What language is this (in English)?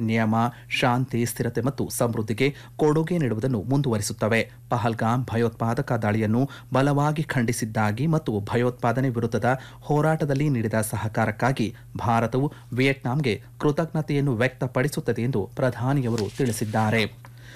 Kannada